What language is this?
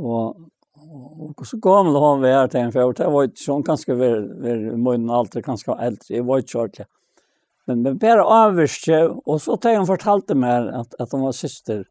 Faroese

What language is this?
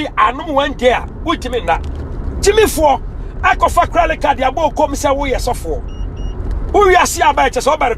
Akan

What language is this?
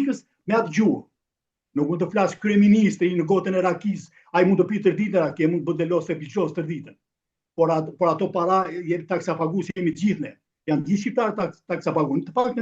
Albanian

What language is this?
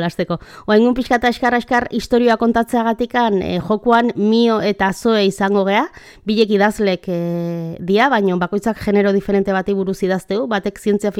Basque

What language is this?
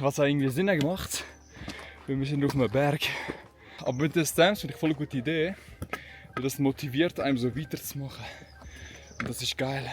Swiss German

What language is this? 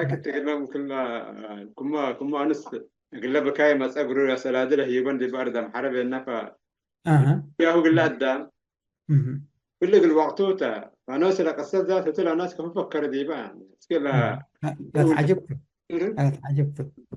Tigre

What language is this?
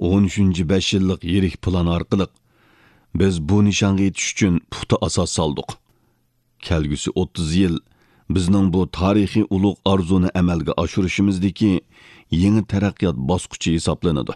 Uyghur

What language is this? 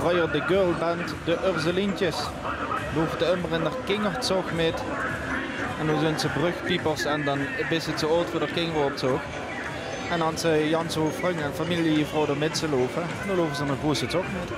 Limburgish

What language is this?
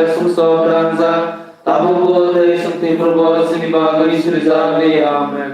Kok Borok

